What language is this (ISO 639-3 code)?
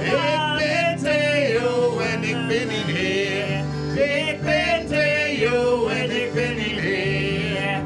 fry